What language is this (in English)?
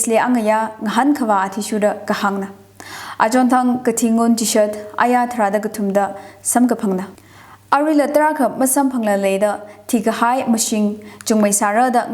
Tangkhul Naga (India)